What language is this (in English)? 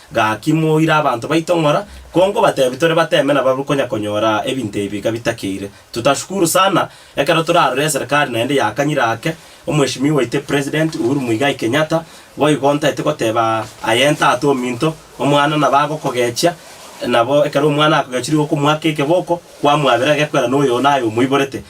Gusii